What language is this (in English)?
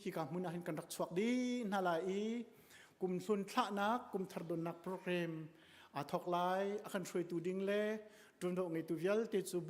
Hakha Chin